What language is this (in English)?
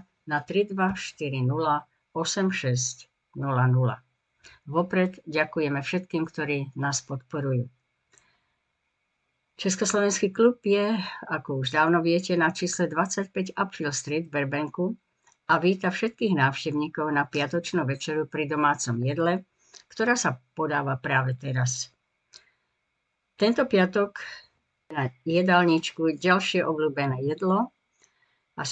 Slovak